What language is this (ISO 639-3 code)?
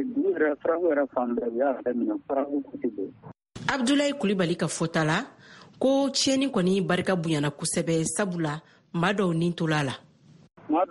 bam